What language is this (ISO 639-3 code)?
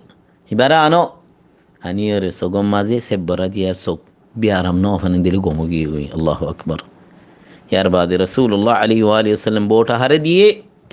rhg